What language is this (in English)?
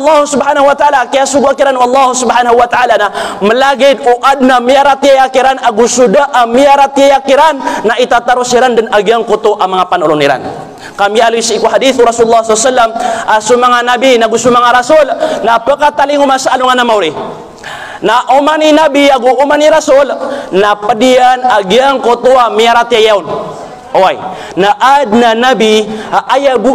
Maranao